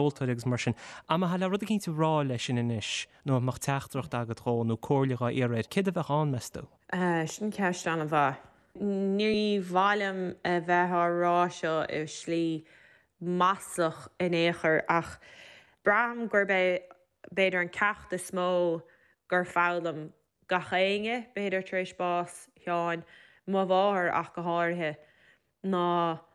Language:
Irish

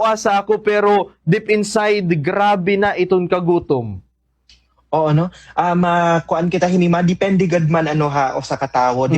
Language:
Waray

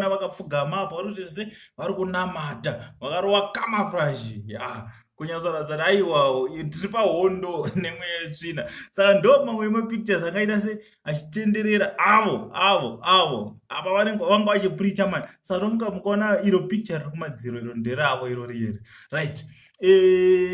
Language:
Shona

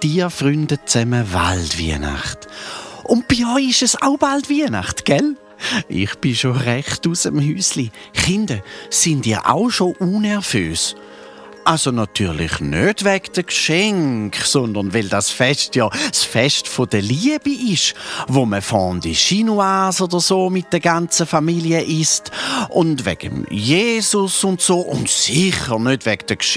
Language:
Swiss German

